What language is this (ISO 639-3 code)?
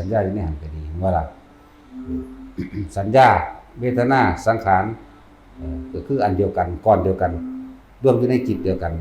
tts